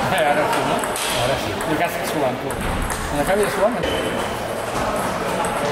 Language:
Catalan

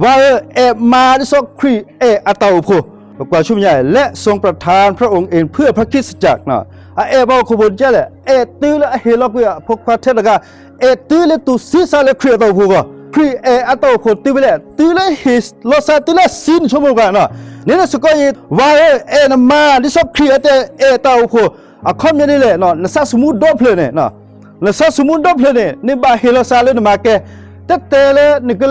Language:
S'gaw Karen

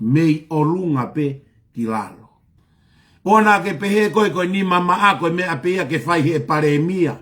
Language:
Tongan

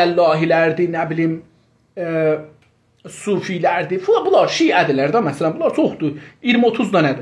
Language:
South Azerbaijani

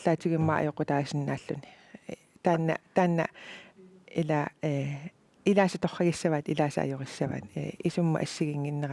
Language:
Kalaallisut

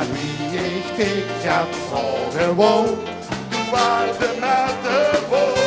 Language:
Limburgish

